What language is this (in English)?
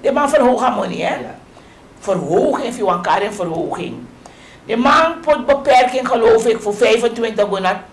Sranan Tongo